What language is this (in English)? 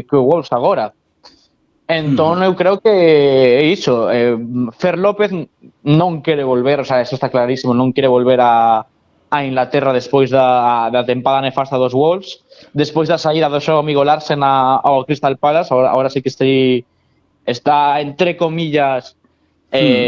Galician